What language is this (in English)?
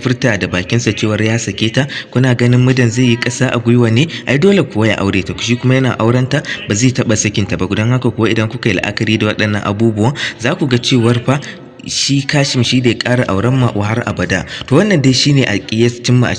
Hausa